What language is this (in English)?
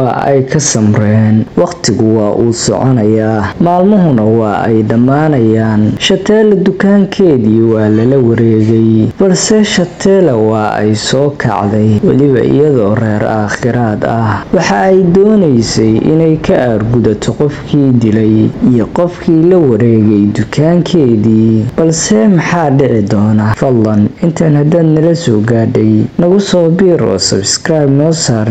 Somali